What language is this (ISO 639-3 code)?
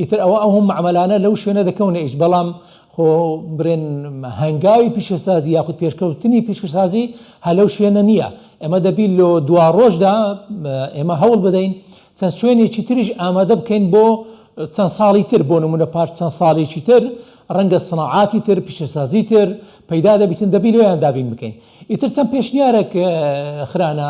ckb